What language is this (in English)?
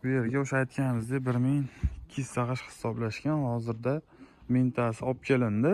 Uzbek